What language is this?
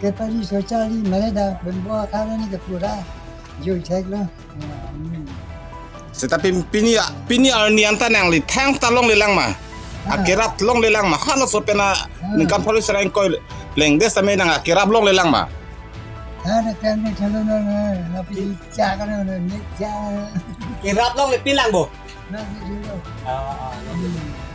Karbi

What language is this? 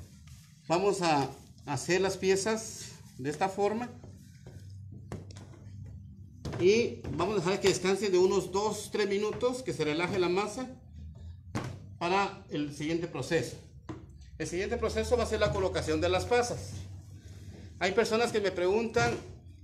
Spanish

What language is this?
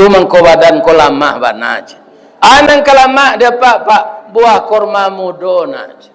Minangkabau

